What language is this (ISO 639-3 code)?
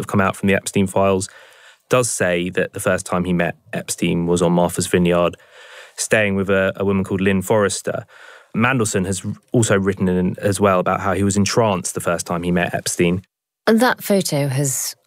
eng